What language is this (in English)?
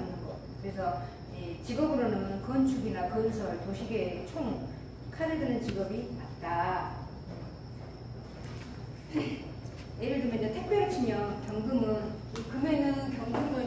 Korean